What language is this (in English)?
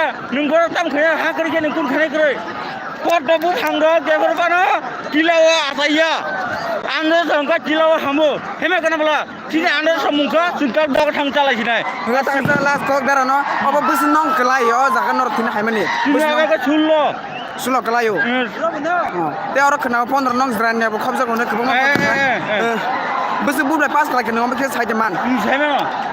Kok Borok